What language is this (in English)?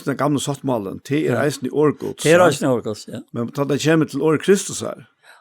Faroese